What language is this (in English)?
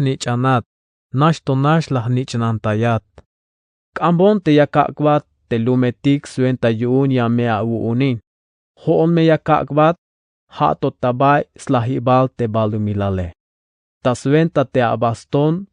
Tzeltal